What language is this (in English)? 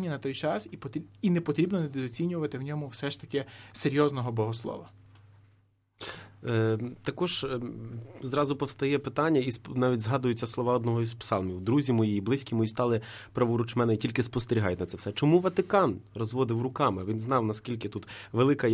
Ukrainian